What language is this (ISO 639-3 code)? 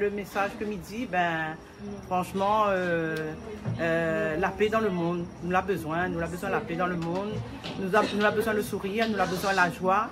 rcf